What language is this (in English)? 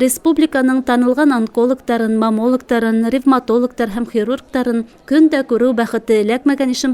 Bashkir